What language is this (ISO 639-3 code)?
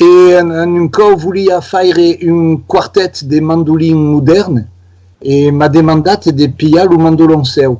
oci